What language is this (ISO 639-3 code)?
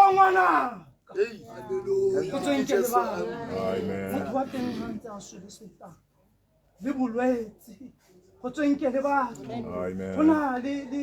tsn